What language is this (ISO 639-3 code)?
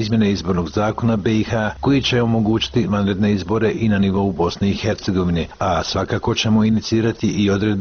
bos